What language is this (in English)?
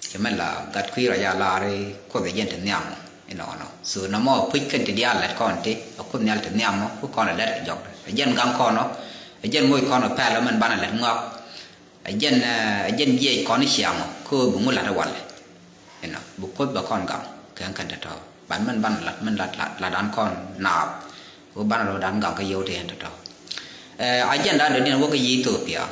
Nuer